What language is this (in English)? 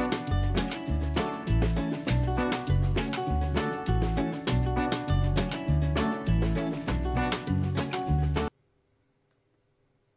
Filipino